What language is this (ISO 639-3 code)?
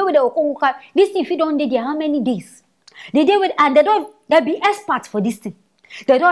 pcm